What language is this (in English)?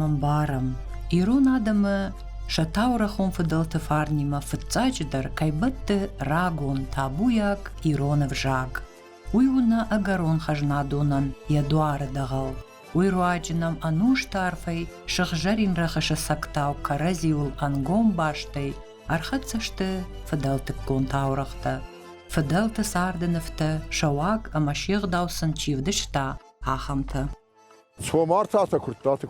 Ossetic